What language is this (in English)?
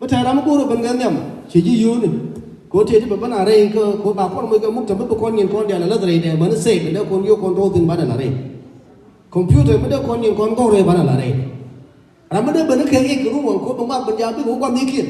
Nuer